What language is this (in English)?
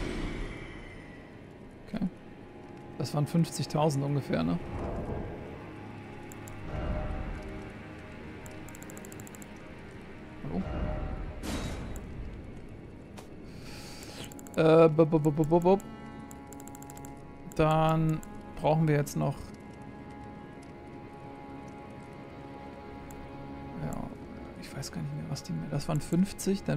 German